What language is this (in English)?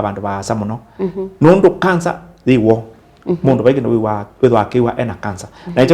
Kamba